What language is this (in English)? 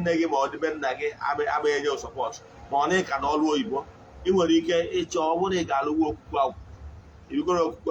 Igbo